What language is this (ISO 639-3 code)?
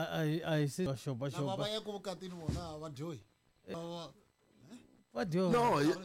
tso